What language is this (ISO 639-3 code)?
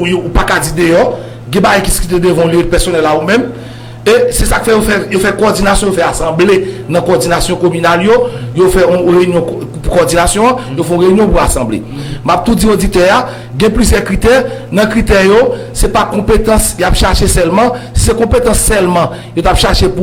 hat